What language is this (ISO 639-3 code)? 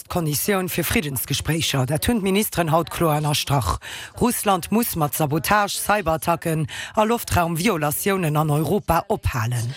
ltz